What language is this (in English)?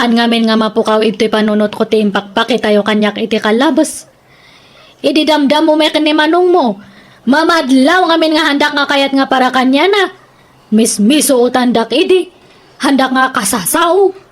Iloko